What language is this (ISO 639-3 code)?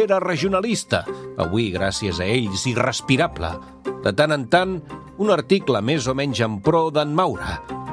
cat